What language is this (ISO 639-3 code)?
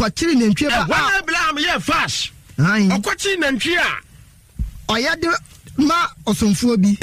aka